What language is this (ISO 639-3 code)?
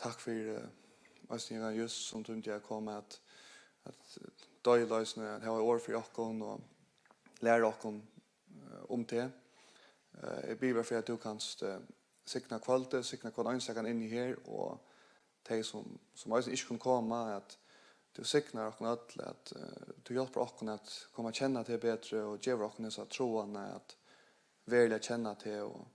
fao